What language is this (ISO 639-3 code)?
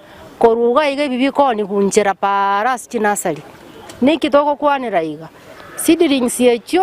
guz